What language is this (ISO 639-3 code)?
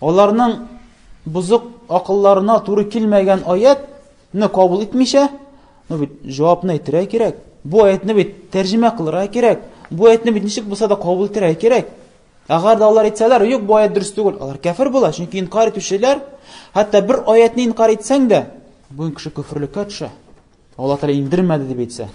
tat